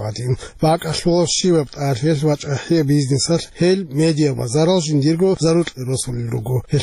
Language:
Avaric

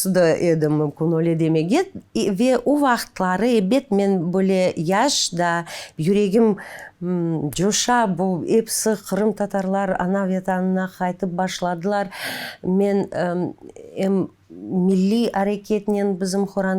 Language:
Crimean Tatar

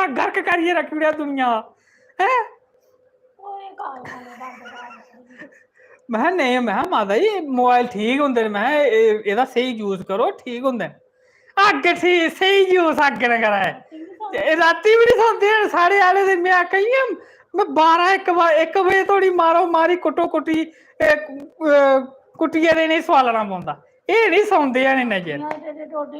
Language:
Dogri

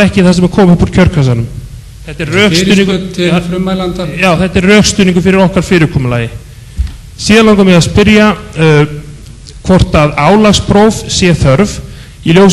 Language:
Icelandic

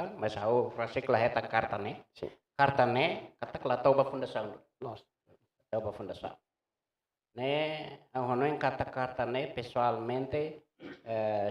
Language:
Tetum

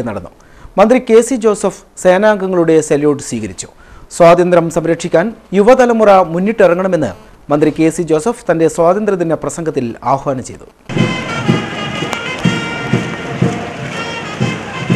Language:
Malayalam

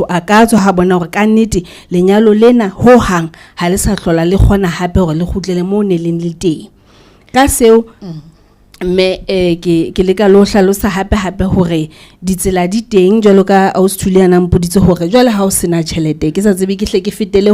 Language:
Southern Sotho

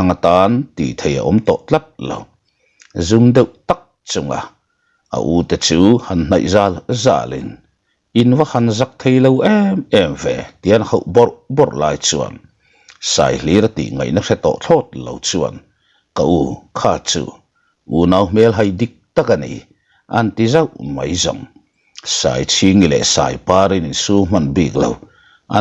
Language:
Mizo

